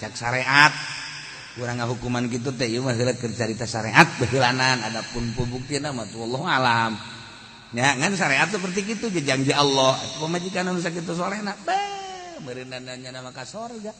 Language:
Sundanese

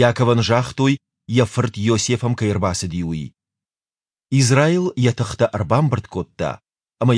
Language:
Ossetic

